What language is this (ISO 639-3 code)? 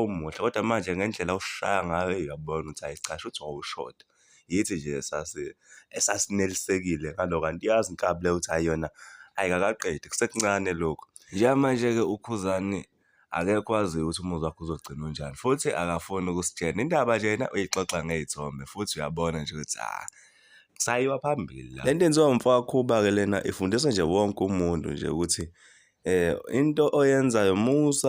zul